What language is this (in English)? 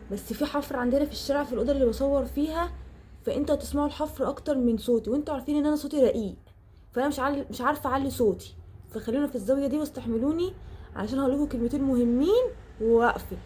Egyptian Arabic